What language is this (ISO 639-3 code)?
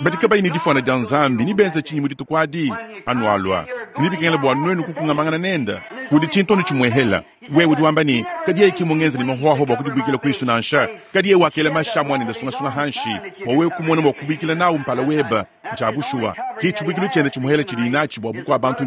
lua